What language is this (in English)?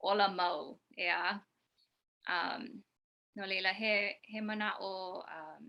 Hawaiian